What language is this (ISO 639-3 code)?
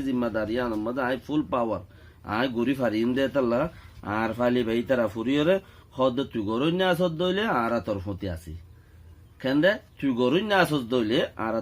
rhg